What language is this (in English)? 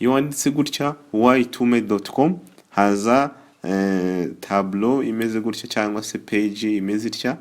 Kinyarwanda